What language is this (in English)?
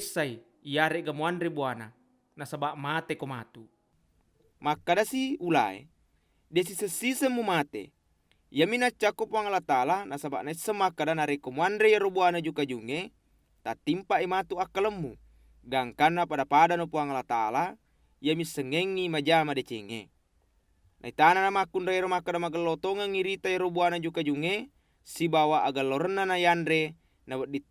Buginese